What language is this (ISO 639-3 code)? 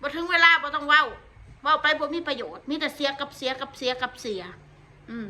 tts